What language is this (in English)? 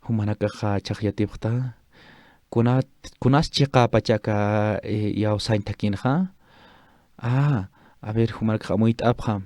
Aymara